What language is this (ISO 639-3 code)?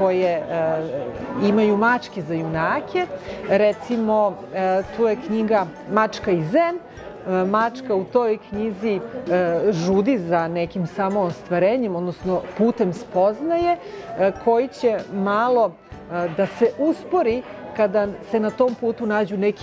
srp